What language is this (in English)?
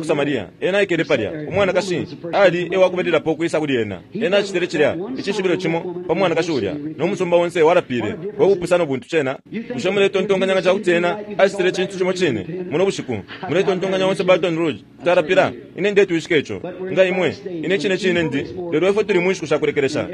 Bemba